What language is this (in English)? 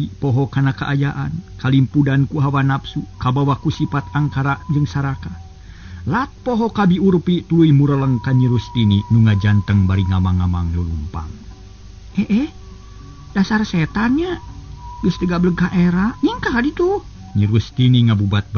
Sundanese